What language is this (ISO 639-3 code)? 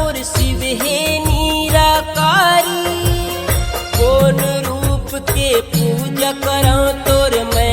hne